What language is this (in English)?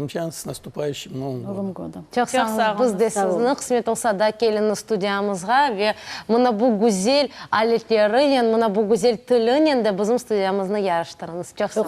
Crimean Tatar